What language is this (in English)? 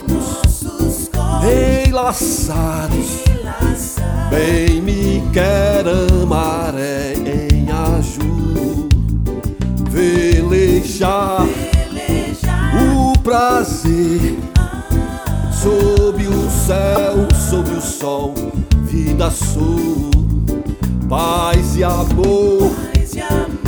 Portuguese